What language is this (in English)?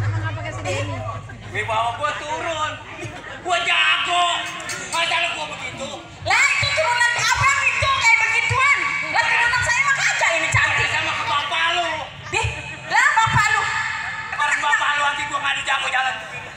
Betawi